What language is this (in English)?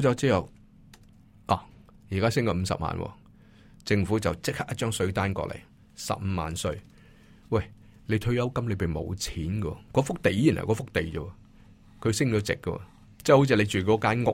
Cantonese